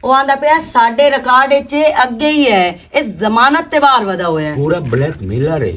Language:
Western Panjabi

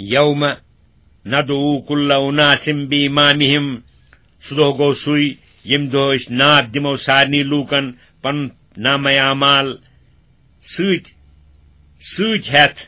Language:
Kashmiri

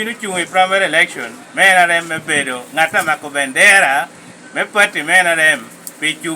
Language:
Lango (Uganda)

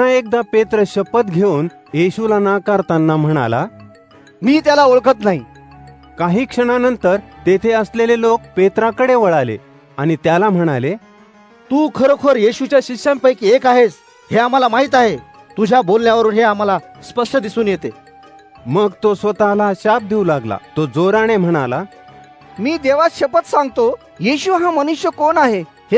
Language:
Marathi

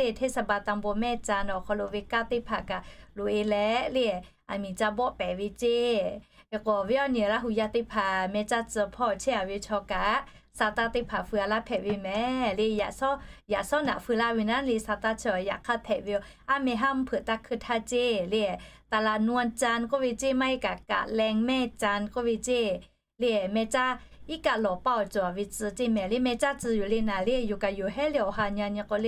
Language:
Lahu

